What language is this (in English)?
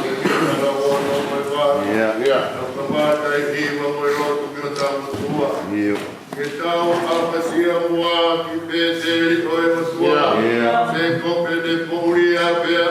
Tongan